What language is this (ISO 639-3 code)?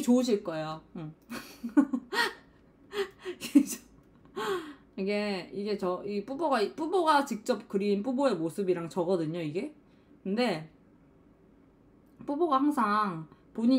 kor